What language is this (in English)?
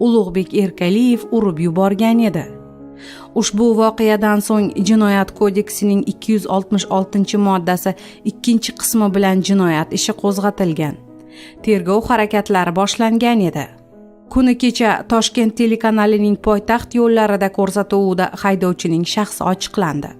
Uzbek